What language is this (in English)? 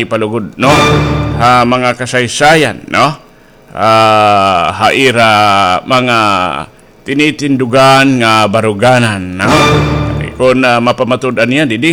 Waray